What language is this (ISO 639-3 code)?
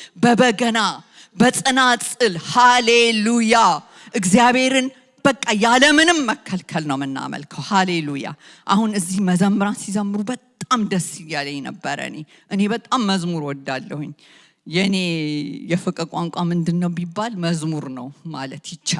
amh